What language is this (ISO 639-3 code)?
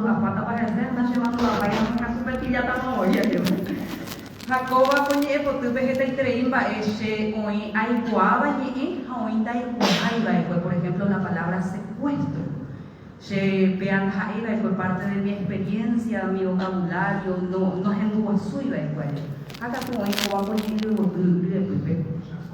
grn